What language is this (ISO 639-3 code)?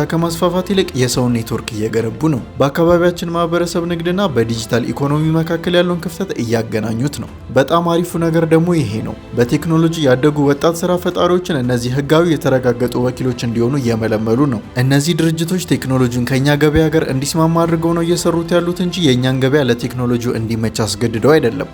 amh